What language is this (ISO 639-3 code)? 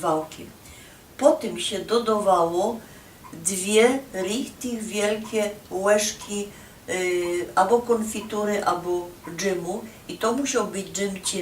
szl